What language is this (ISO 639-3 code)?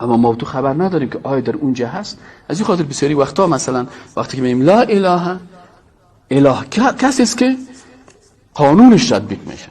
fas